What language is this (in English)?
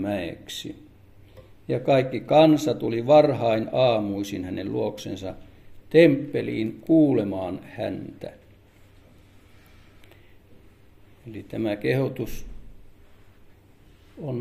Finnish